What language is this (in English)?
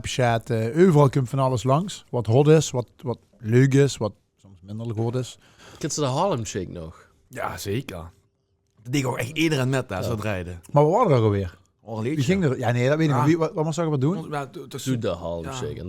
Limburgish